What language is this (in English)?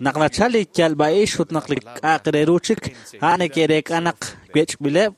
Kekchí